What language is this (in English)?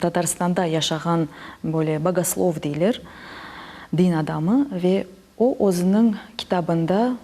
Crimean Tatar